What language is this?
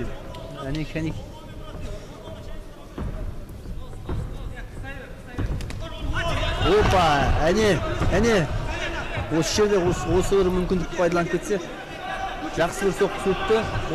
Kazakh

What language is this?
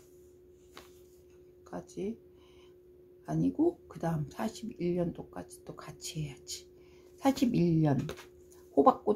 Korean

